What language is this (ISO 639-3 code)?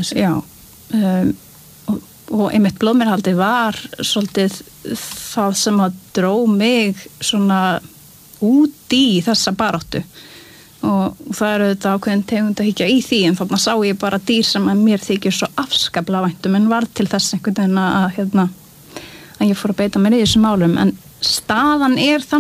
isl